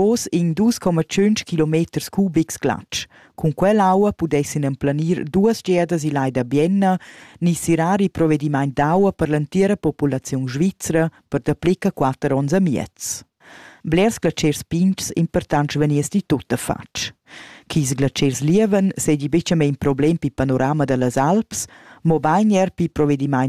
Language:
Romansh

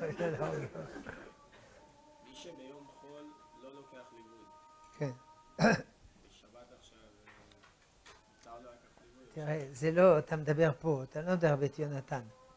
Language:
Hebrew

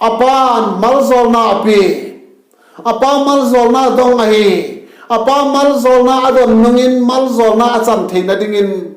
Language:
Vaiphei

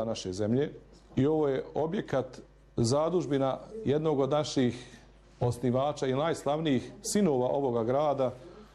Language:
Bosnian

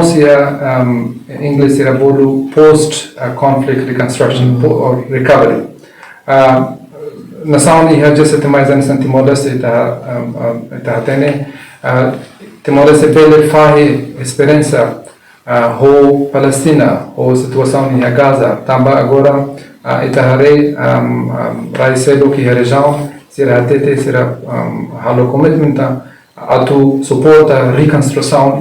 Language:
Tetum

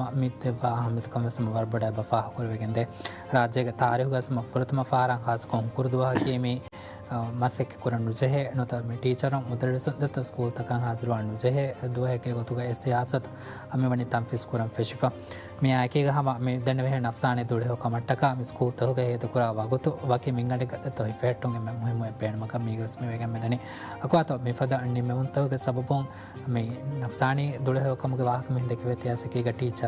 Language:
Divehi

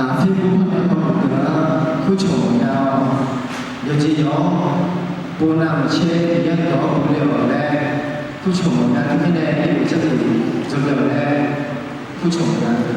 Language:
Akha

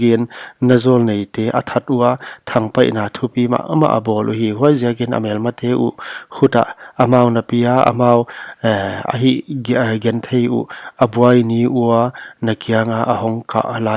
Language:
Paite Chin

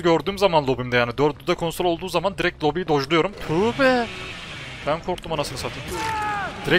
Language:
Turkish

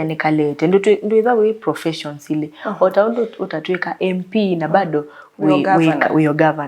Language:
Kamba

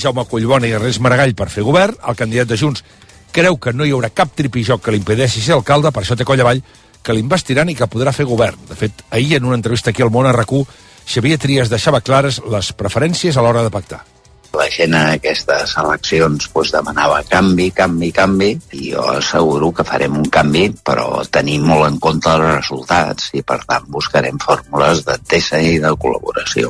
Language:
Catalan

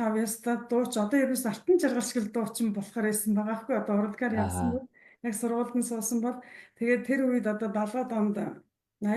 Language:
Mongolian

